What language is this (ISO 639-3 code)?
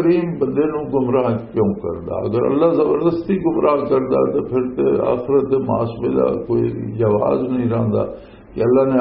lah